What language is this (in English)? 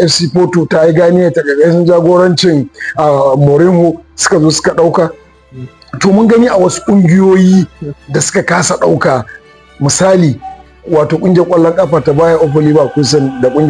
Hausa